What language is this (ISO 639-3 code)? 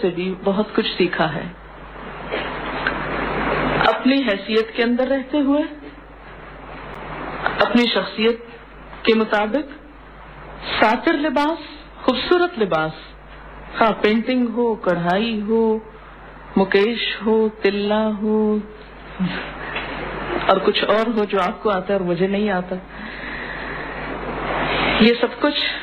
urd